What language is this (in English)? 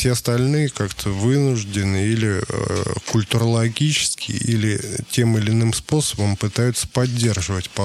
Russian